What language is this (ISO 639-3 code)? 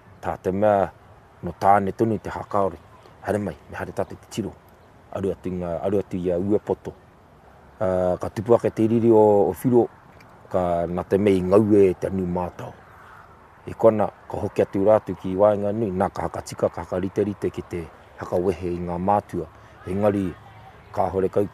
mri